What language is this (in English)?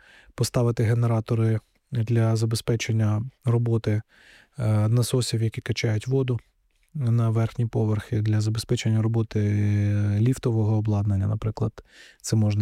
Ukrainian